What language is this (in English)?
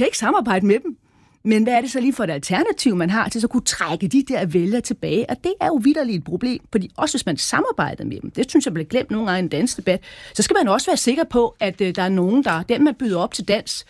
Danish